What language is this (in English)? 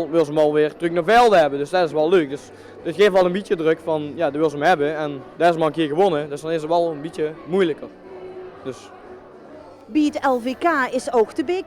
Limburgish